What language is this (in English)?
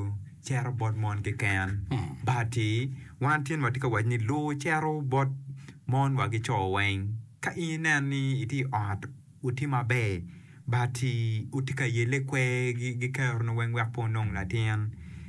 Acoli